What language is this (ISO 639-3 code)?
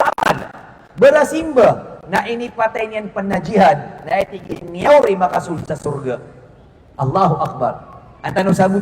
mrw